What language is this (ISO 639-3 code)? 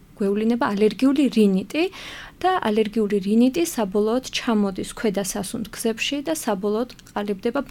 kat